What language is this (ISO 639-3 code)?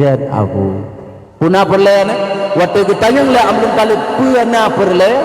ace